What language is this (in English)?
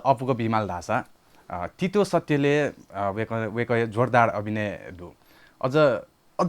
Newari